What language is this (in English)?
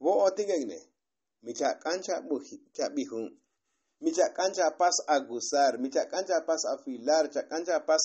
Tzotzil